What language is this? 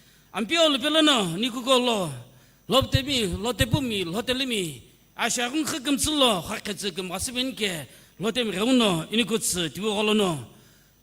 Sumi Naga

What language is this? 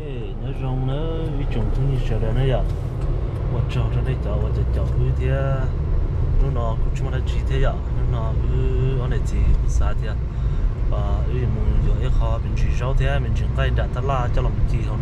Hmong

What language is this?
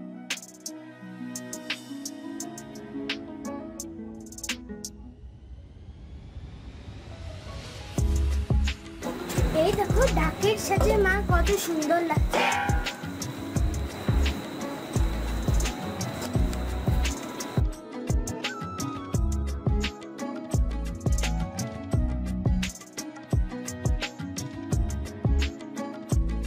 Bangla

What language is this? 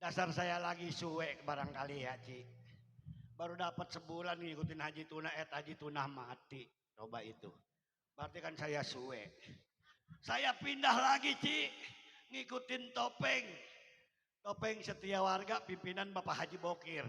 Betawi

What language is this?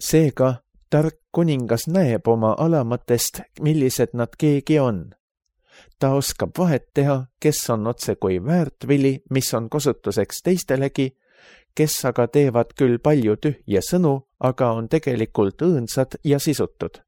Estonian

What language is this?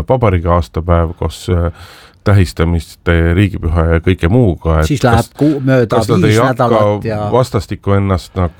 Estonian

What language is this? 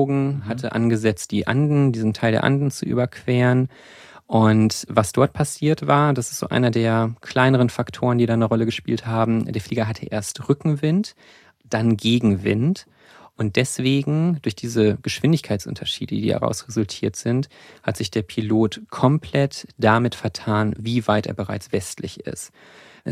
German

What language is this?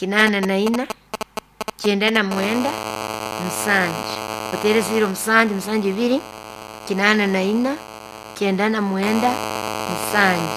Nyoro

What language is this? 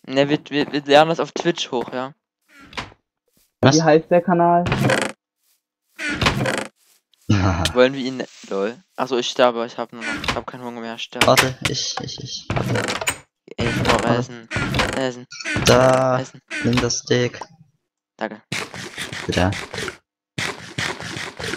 German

